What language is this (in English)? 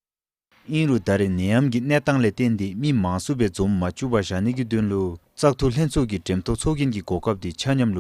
Dzongkha